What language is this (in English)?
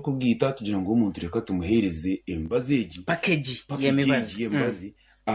Nyankole